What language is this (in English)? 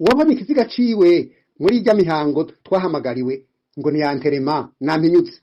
Rundi